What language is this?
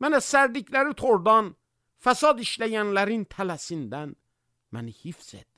Azerbaijani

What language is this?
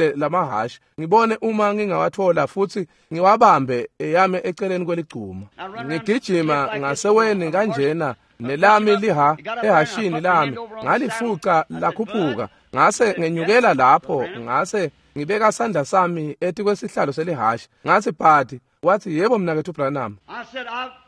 Swati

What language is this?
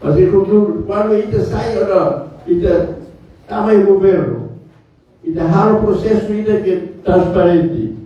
Tetum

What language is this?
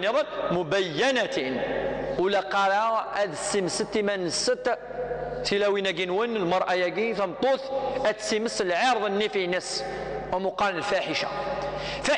Kabyle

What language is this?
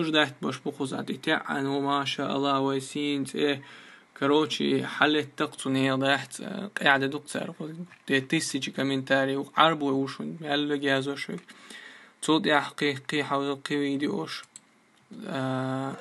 Chechen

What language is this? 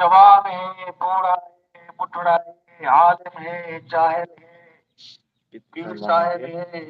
Saraiki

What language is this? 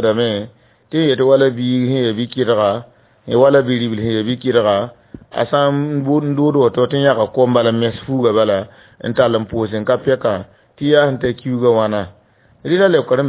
Mossi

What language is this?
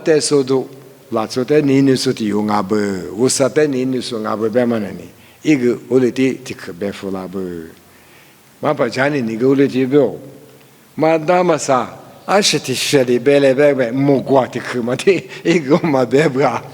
Lisu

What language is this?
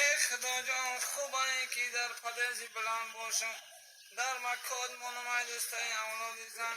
Tajik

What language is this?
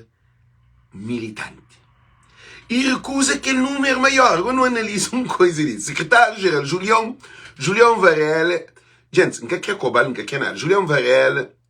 Kabuverdianu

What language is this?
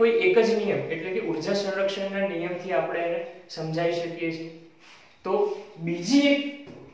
Gujarati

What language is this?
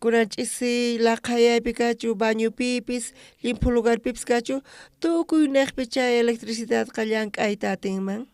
South Bolivian Quechua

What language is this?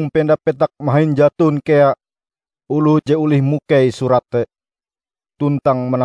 Ngaju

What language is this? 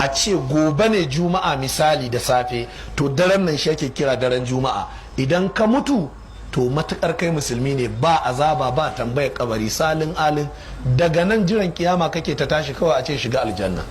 Hausa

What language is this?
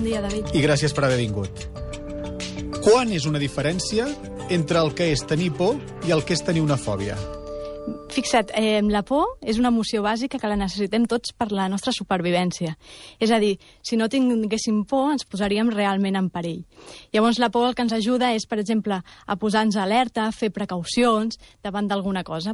Catalan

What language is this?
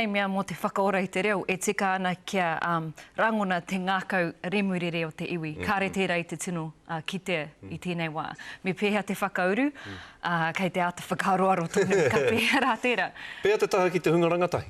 Māori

